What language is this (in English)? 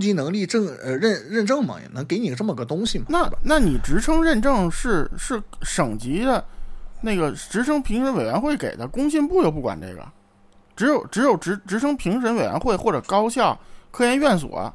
Chinese